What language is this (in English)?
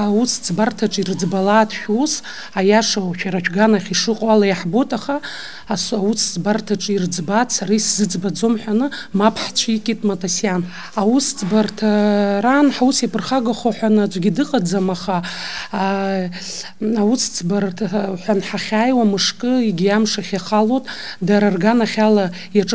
Abkhazian